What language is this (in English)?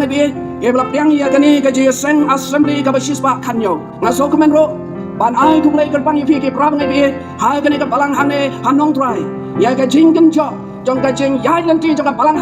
Khasi